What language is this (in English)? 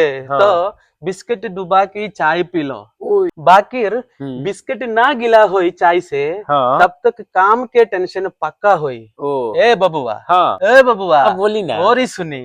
Bhojpuri